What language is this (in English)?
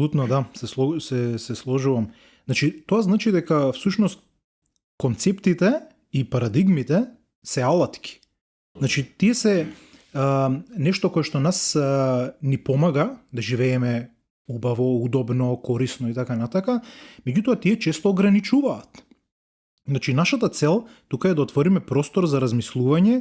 Macedonian